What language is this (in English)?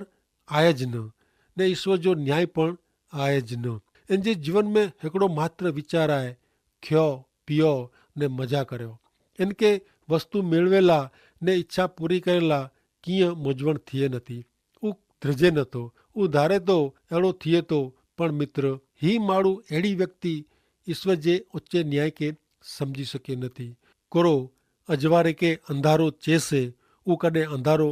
Kachhi